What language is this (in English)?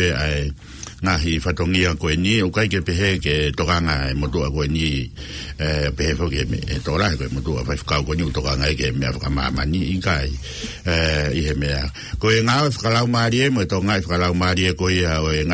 Tongan